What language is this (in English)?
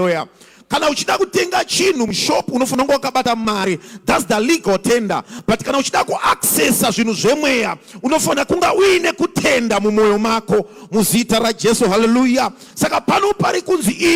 Shona